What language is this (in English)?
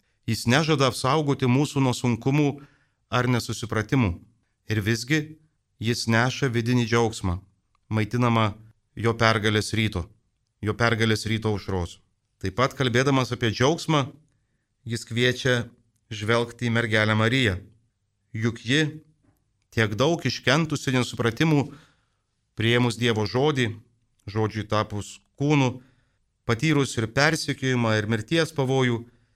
Lithuanian